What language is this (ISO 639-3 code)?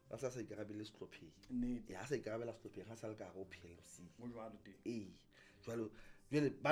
sot